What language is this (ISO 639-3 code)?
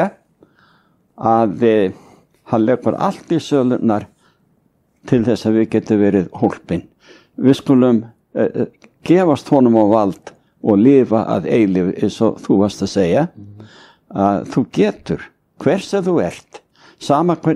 isl